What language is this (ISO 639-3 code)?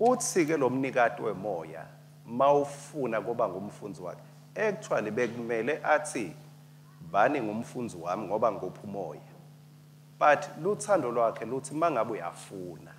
ssw